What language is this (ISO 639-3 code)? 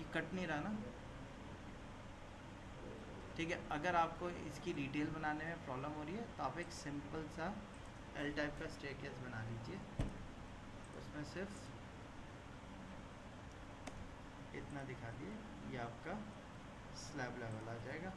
hin